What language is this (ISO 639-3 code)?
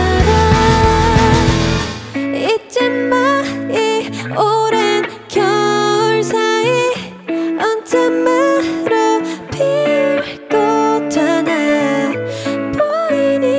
kor